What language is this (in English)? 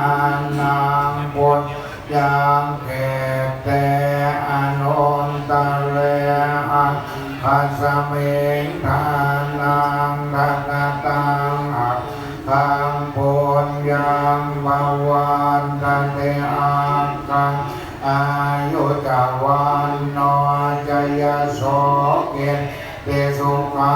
Pali